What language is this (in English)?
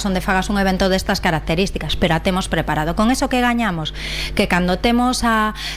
Galician